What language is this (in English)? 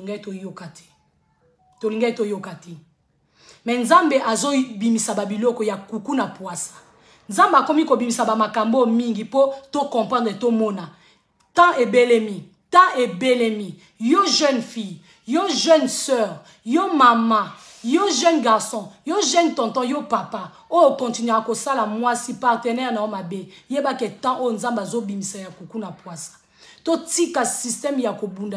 Lingala